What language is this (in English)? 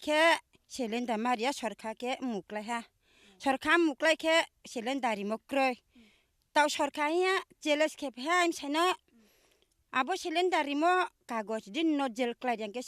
Kok Borok